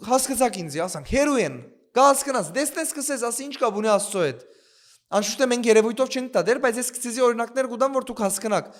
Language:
Western Armenian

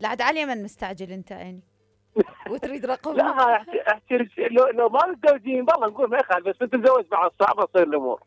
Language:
Mesopotamian Arabic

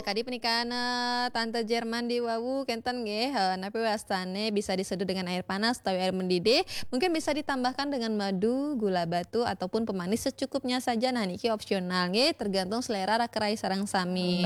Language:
Balinese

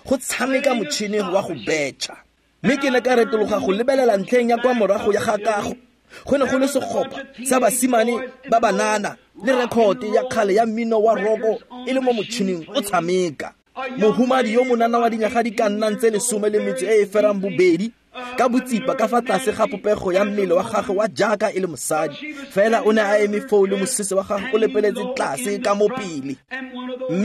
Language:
Tswana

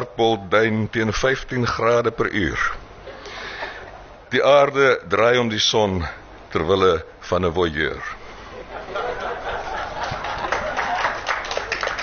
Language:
Afrikaans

